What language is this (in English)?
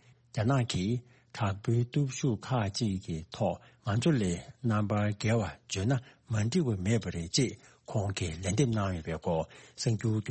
Tibetan